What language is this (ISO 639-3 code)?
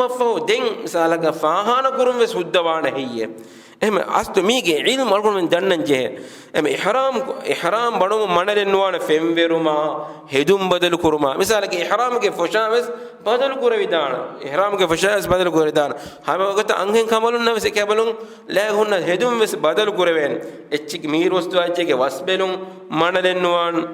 div